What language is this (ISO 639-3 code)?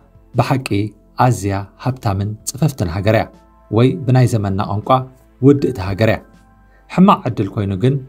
tir